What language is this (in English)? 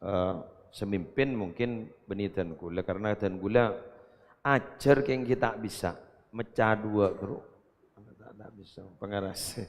Madurese